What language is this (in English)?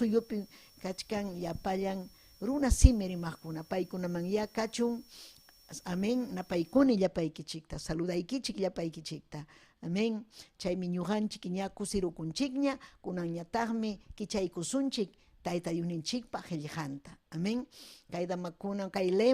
Ayacucho Quechua